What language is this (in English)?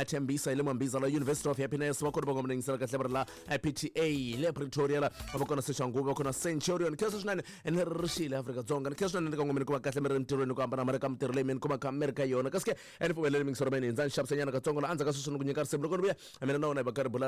Tsonga